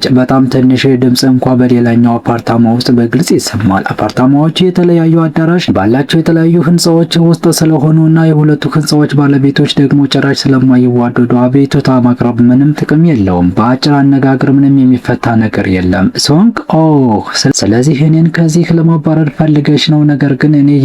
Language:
Amharic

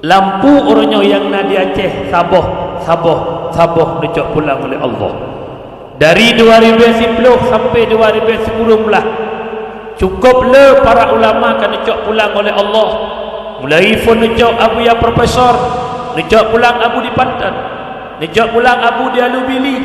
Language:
Achinese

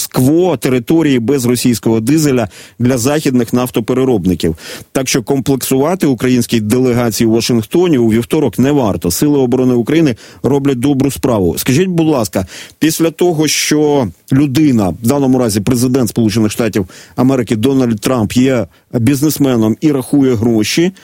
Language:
Ukrainian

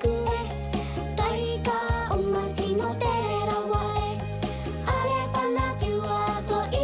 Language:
Māori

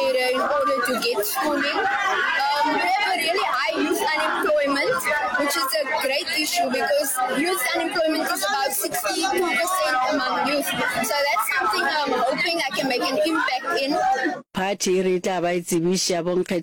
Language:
Northern Sotho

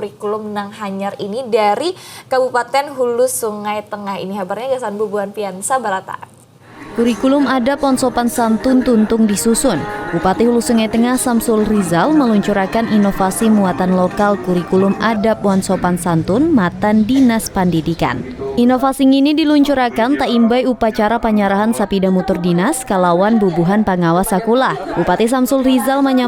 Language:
Banjar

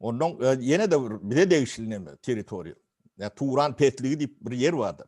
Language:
Turkmen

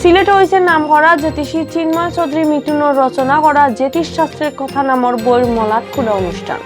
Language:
Sylheti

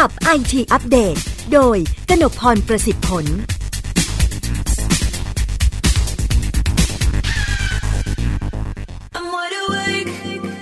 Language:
Thai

